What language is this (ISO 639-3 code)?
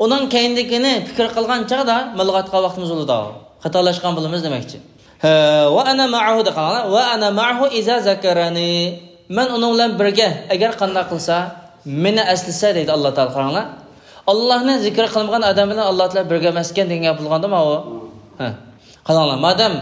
uig